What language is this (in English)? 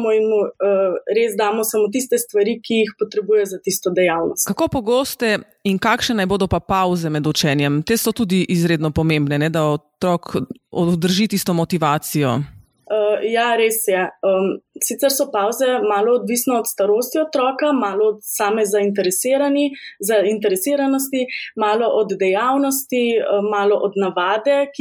Slovenian